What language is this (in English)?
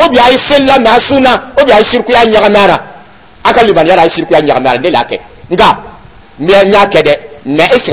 Dyula